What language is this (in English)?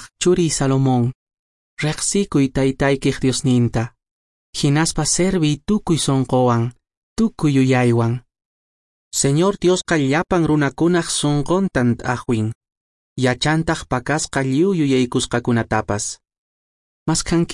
Quechua